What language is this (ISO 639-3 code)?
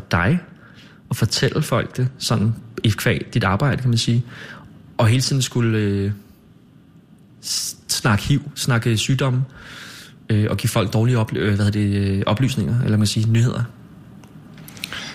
dan